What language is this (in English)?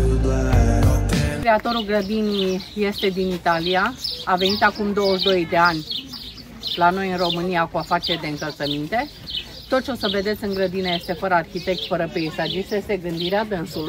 Romanian